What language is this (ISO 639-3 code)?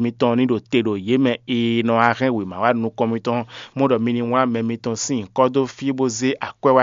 fon